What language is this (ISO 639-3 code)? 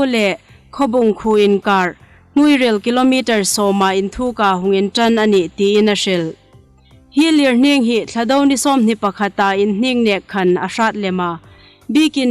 hmr